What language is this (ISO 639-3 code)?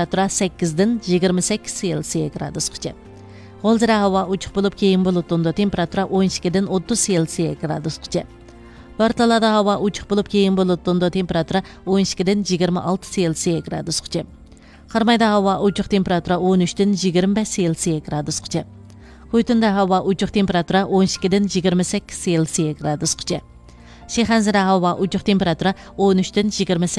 uig